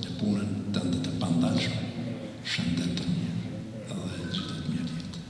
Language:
Albanian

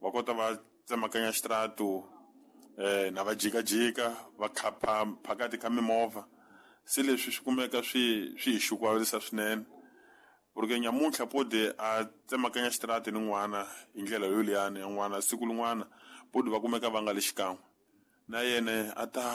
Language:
Tsonga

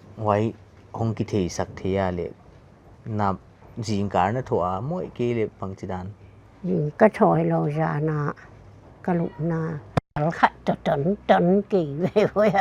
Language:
Paite Chin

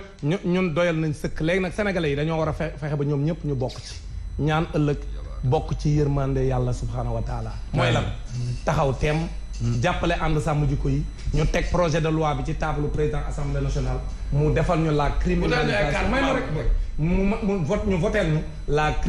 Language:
Wolof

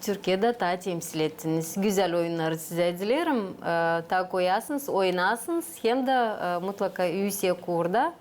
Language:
Gagauz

